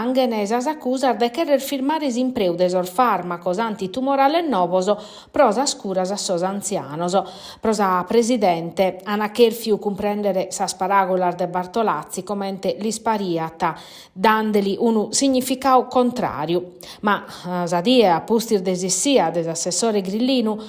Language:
Sardinian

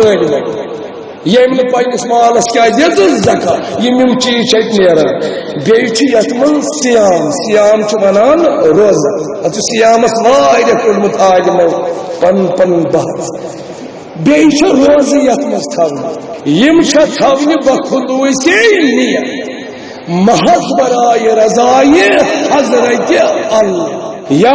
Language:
Kashmiri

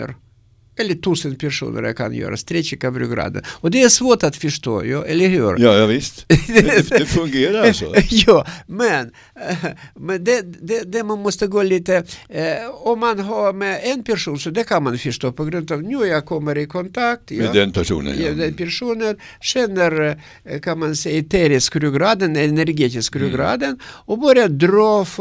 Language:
Swedish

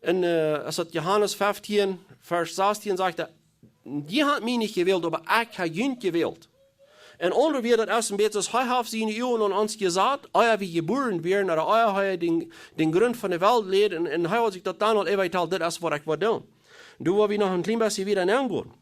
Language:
Plautdietsch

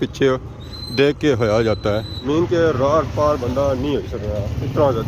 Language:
Pahari-Potwari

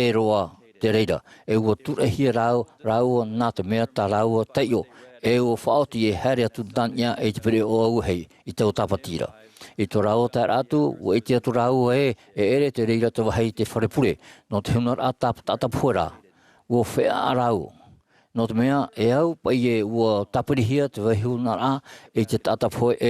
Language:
Tahitian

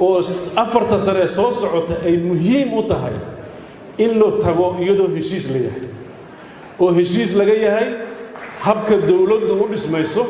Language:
Somali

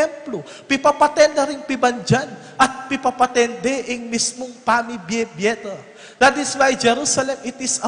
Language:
Pampanga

